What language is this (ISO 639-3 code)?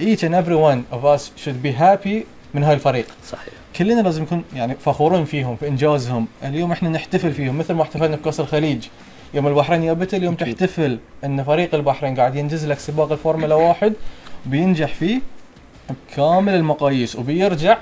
afb